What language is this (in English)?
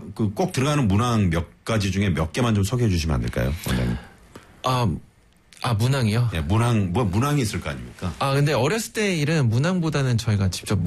Korean